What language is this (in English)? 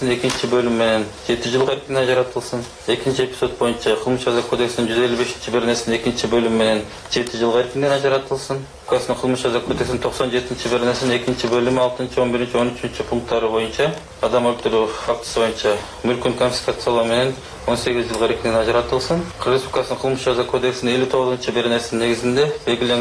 Kyrgyz